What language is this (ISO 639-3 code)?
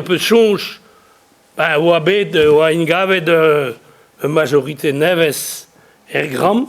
bre